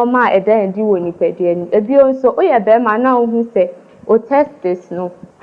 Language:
Akan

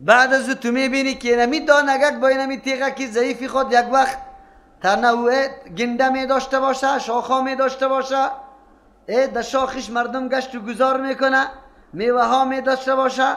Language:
Persian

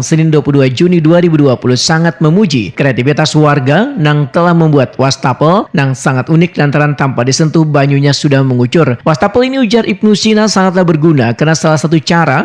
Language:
Banjar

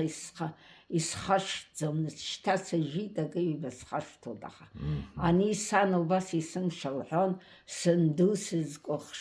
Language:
Abkhazian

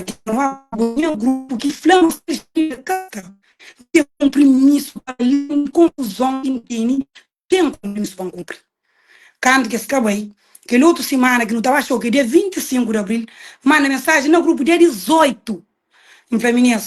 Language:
Kabuverdianu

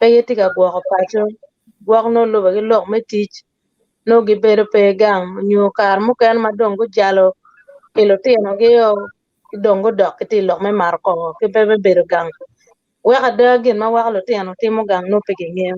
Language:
Acoli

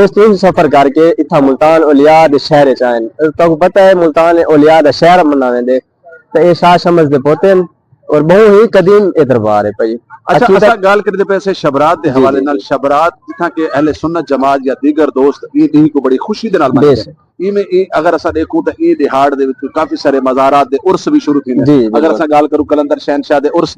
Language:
Saraiki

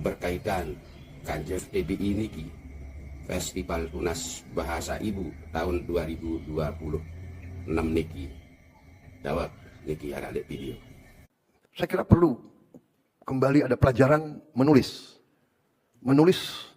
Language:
Sasak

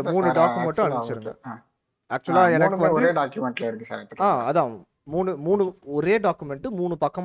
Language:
Tamil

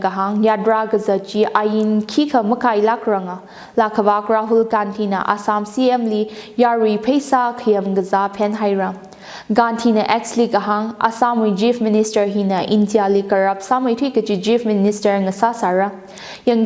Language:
Tangkhul Naga (India)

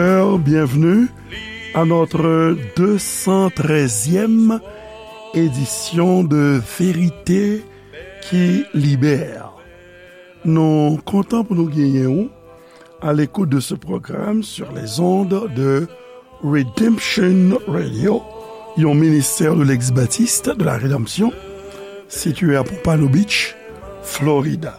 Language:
Haitian Creole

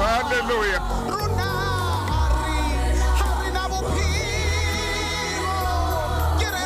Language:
Southern Sotho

